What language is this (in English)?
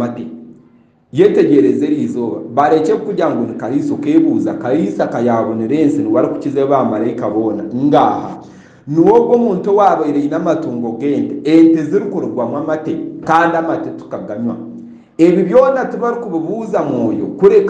Nyankole